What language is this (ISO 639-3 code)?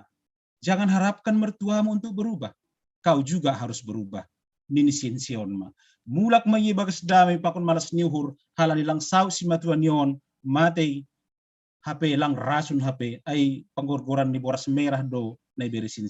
bts